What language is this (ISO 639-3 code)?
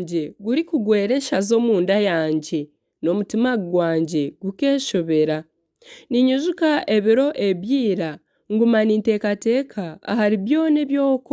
nyn